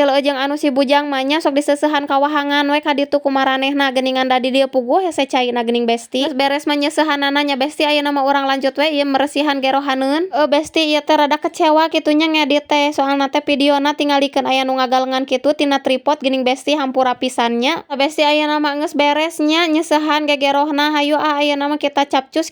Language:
Sundanese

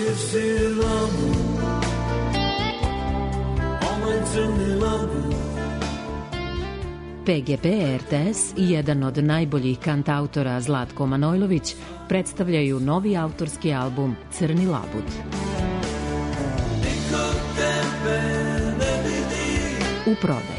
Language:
Serbian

